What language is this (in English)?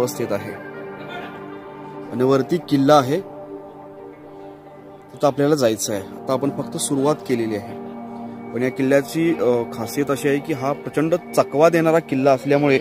Marathi